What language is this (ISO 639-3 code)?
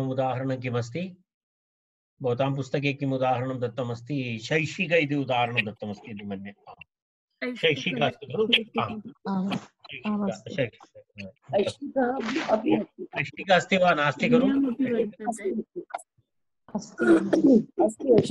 san